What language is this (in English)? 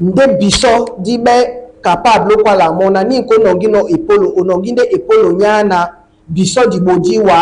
Duala